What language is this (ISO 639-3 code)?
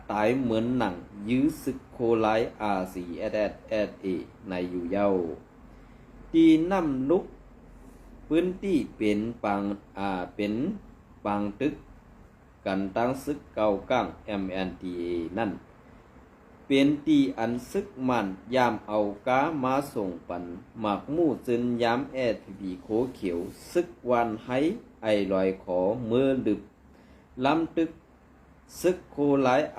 shn